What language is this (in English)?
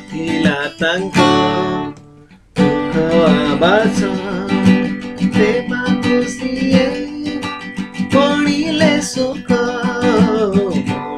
Odia